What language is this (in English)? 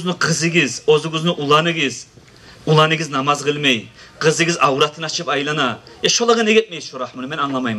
Kumyk